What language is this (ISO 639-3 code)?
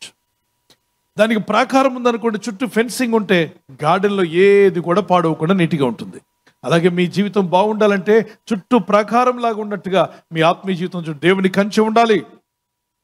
tel